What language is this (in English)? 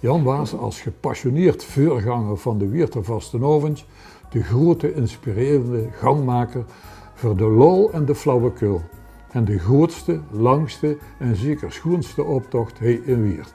Limburgish